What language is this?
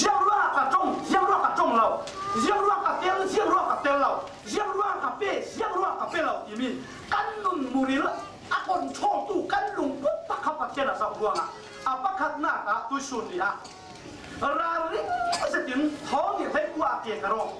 Falam Chin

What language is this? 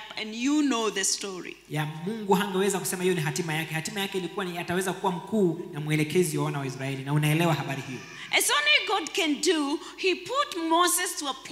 Swahili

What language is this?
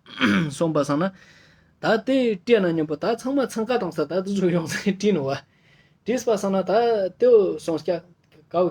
Ladakhi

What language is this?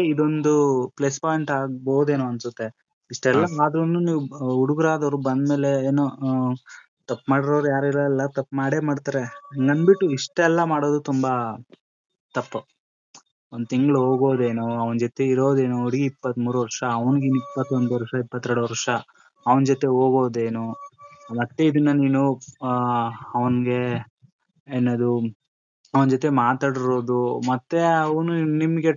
Kannada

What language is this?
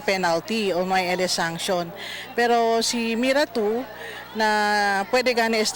Chavacano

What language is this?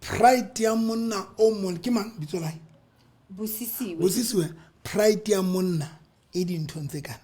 Southern Sotho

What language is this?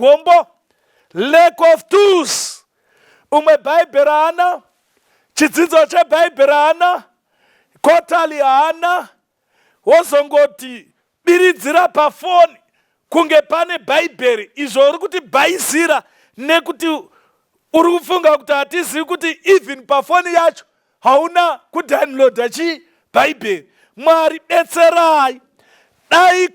Shona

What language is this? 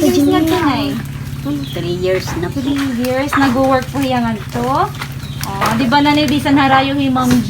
Waray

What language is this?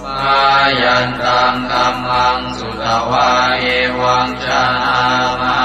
Pali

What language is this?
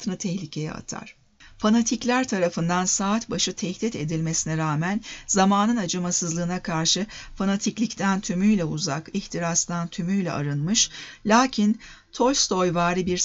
Turkish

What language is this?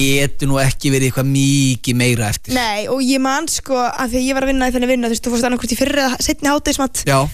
Icelandic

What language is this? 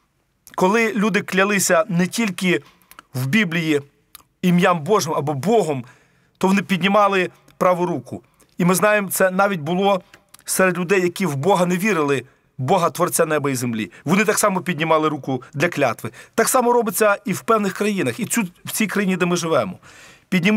Ukrainian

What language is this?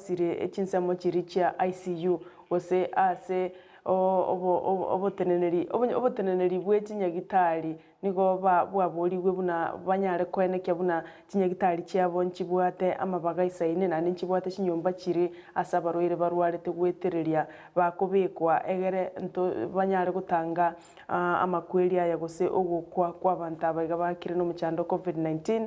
Gusii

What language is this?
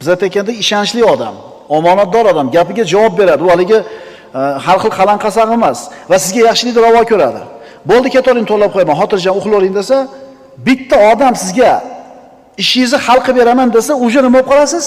Uzbek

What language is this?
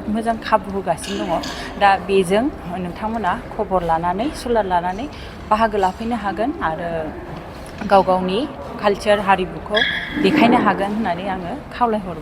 Bodo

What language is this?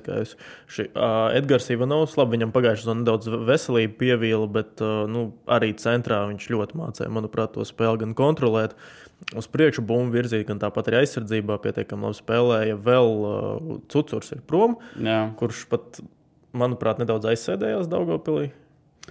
Latvian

